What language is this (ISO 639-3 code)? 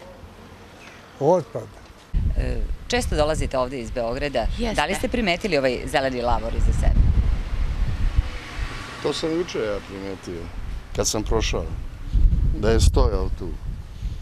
srp